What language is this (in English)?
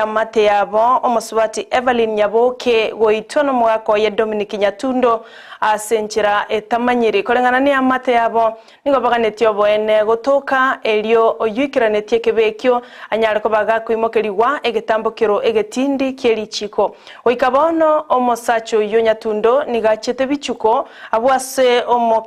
Gusii